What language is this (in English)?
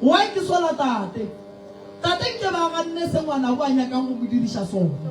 Northern Sotho